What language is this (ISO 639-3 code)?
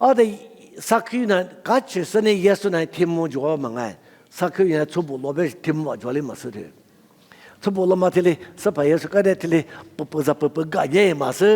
lis